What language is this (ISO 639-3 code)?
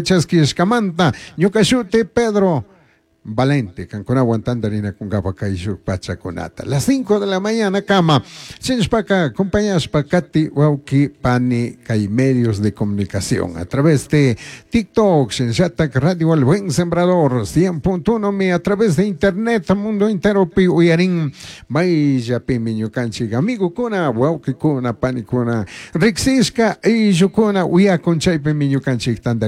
qug